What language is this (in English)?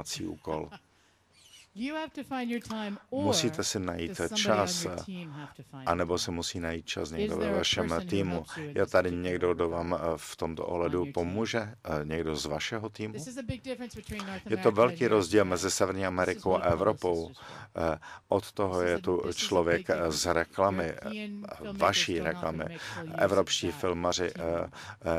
Czech